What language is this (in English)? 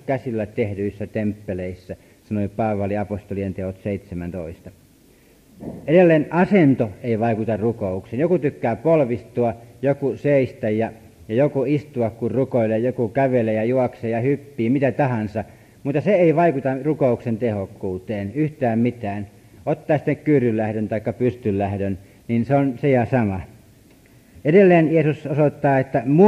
Finnish